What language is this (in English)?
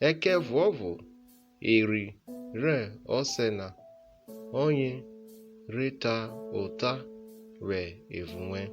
Urhobo